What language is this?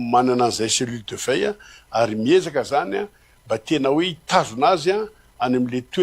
Malagasy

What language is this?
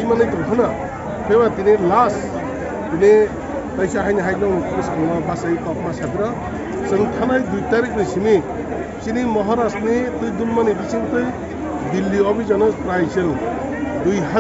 Kok Borok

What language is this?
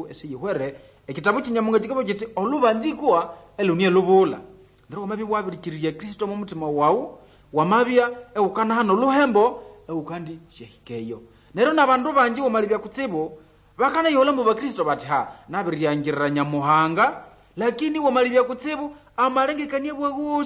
Nande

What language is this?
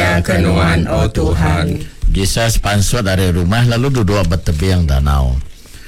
Iban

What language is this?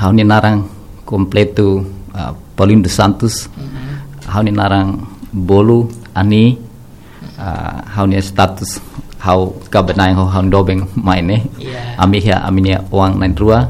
Tetum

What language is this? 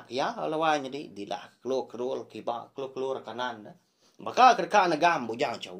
Iban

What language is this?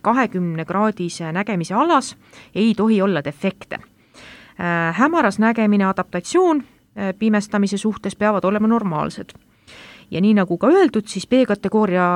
Estonian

